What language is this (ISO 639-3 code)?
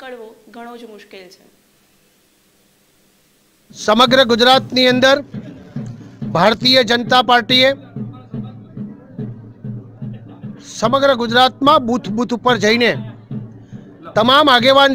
guj